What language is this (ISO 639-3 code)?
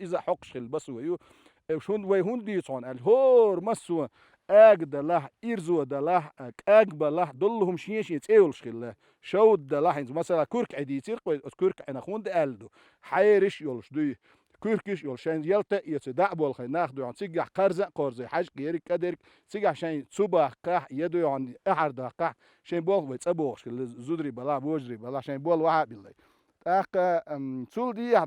che